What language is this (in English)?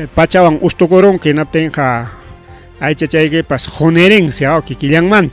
Ayacucho Quechua